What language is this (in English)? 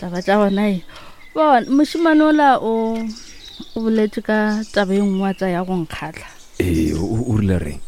Northern Sotho